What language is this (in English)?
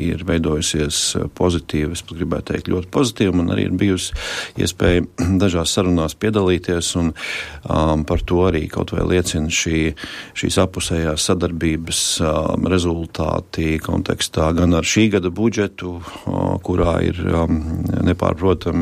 Latvian